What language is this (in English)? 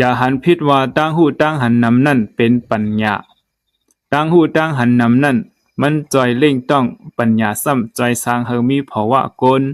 Shan